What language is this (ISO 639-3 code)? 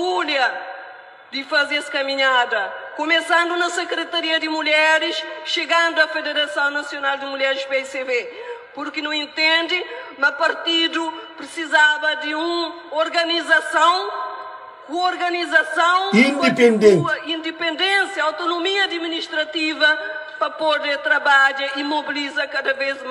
kea